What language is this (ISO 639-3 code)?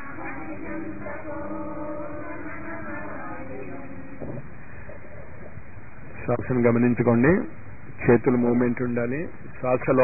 tel